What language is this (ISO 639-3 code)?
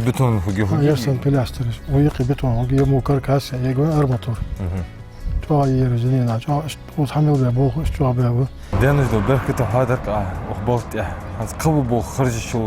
inh